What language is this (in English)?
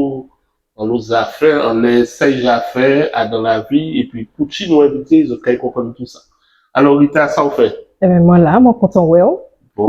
Guadeloupean Creole French